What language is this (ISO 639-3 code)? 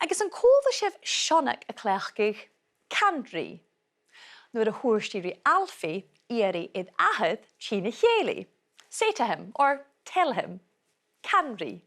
gla